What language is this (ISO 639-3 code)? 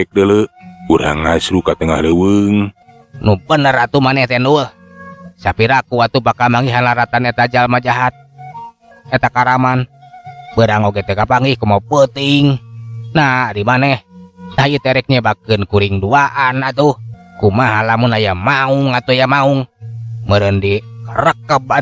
sun